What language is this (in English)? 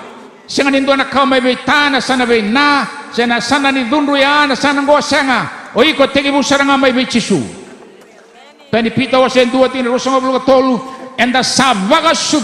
Fijian